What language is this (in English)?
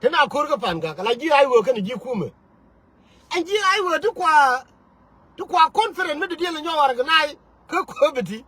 Nuer